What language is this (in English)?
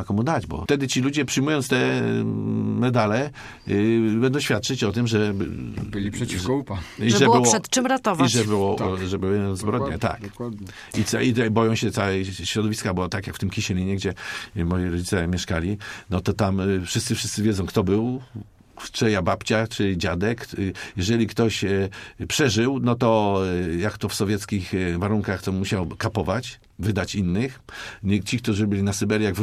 Polish